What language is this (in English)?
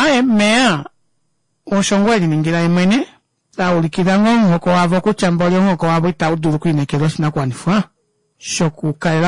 Kuanyama